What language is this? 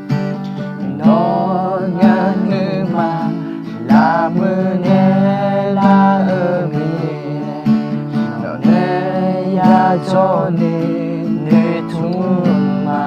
Akha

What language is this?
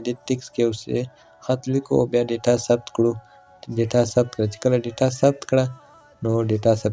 Pashto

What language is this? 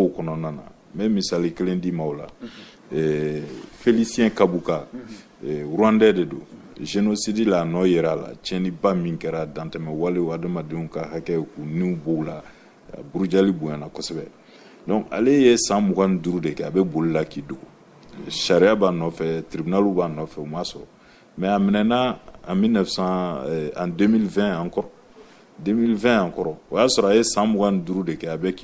Bambara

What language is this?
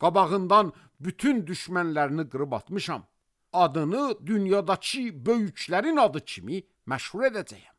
Azerbaijani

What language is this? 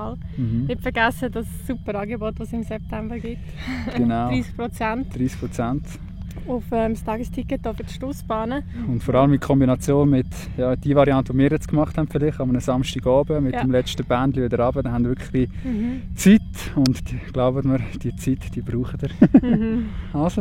Swiss German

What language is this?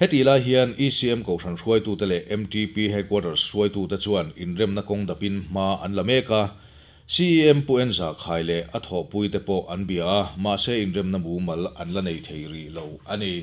Mizo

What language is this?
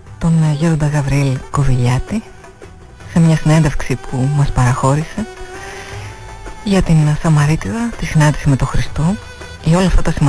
Greek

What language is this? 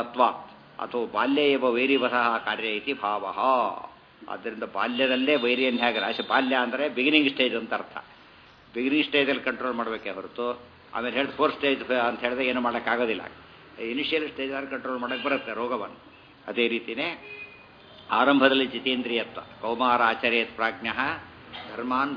Kannada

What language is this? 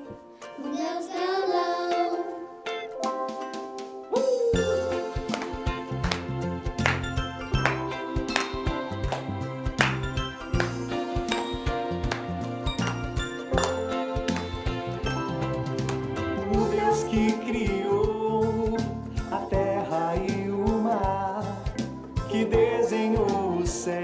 Portuguese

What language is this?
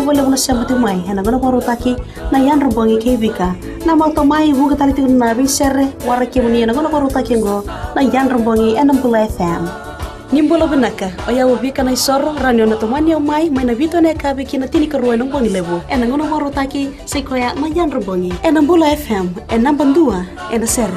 Fijian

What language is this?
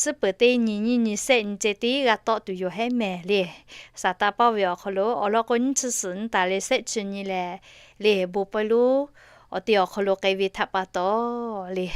Lahu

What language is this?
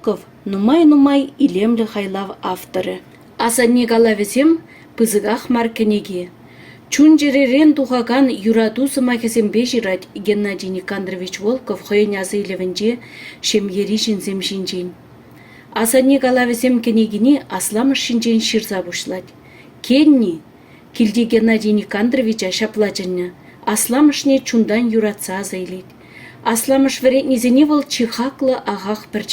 Chuvash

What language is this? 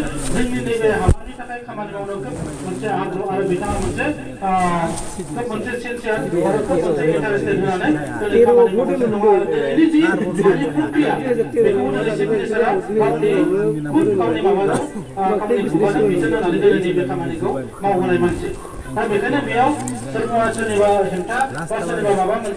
Bodo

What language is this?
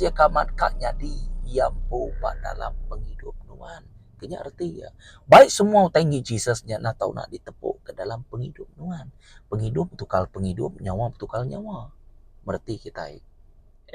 Iban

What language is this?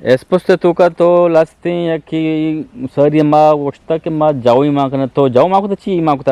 Eastern Balochi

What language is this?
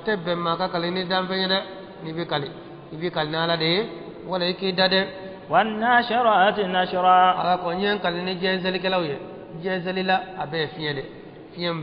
Bambara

